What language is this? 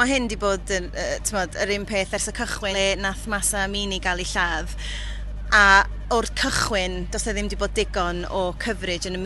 Welsh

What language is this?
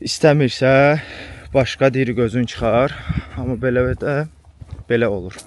Azerbaijani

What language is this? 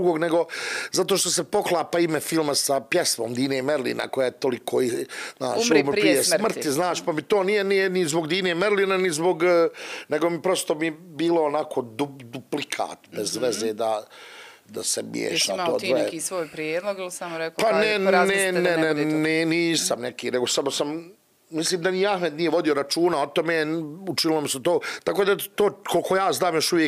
Serbian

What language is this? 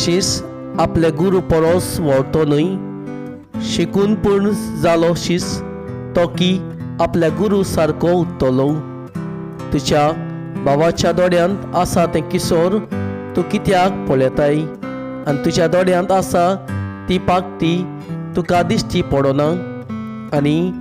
Konkani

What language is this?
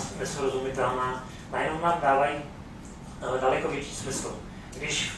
Czech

